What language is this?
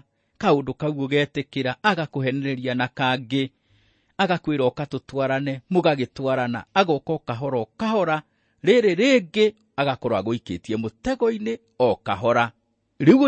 Kikuyu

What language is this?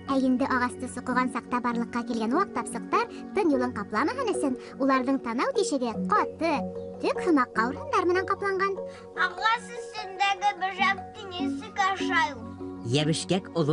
Bashkir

